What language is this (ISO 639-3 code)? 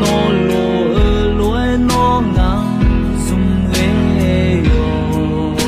ahk